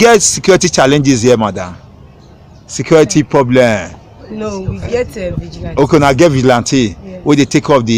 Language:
Nigerian Pidgin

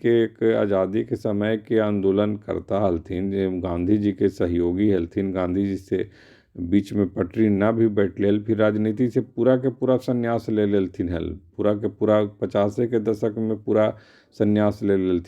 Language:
Magahi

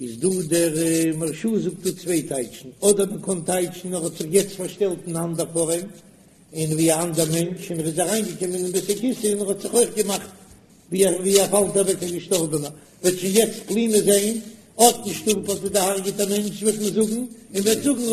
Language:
Yiddish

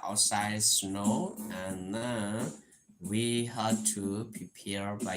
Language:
S'gaw Karen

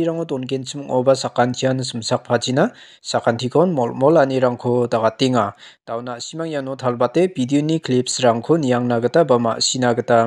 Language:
Garo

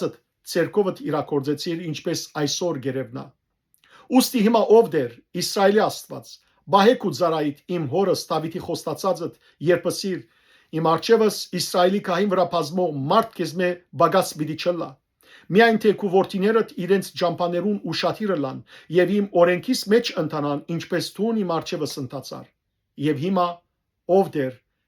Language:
Western Armenian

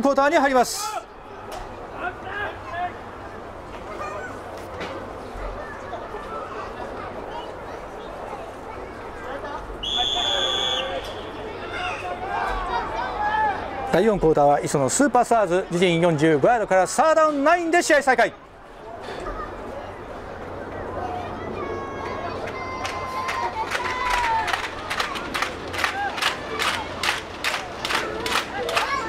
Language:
Japanese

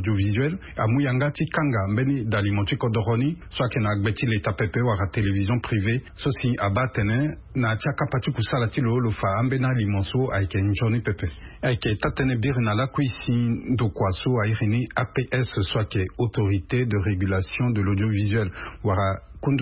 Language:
Sango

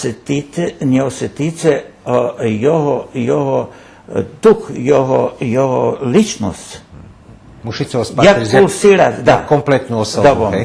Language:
Rusyn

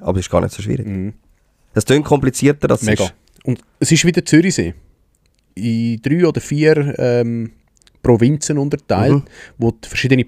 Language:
Swiss German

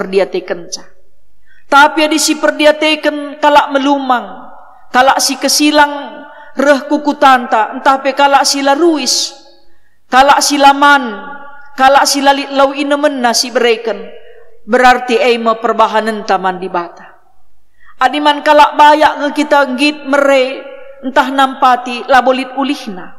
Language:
Batak Karo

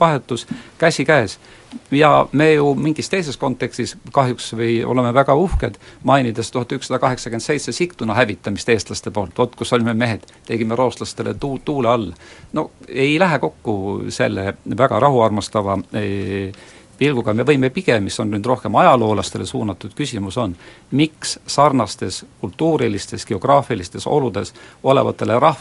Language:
Estonian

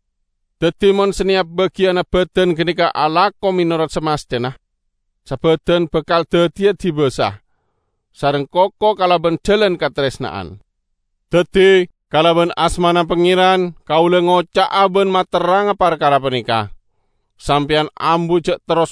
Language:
Madurese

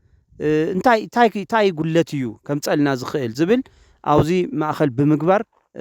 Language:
Tigrinya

